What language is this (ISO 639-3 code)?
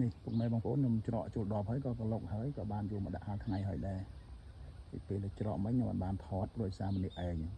khm